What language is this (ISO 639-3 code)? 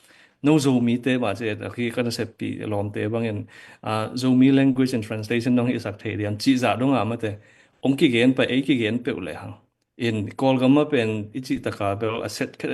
ctd